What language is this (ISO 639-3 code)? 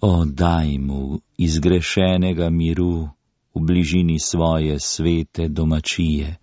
slv